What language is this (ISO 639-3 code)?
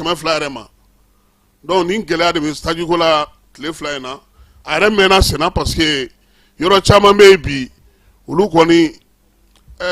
bam